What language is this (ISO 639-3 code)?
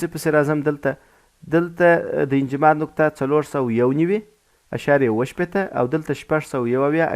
pus